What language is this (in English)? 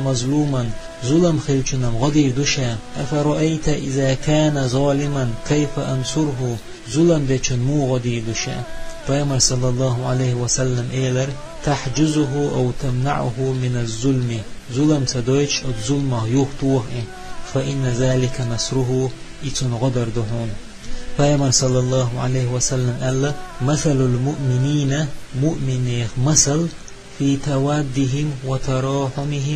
Chechen